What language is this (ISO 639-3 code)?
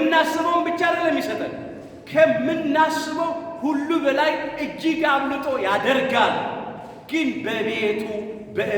amh